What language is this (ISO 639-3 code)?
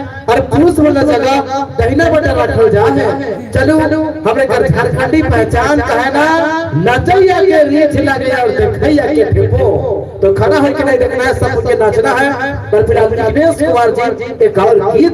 sck